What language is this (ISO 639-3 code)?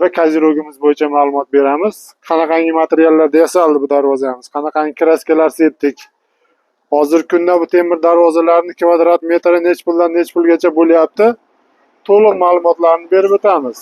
uzb